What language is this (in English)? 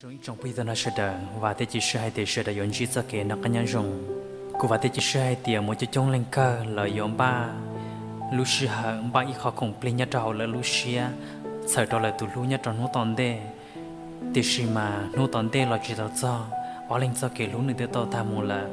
Hmong